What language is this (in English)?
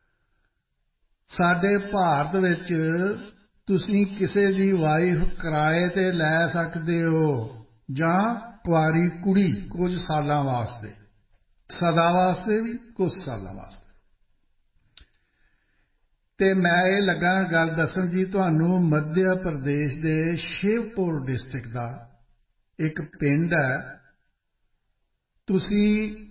Punjabi